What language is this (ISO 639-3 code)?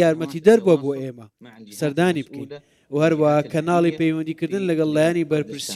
ckb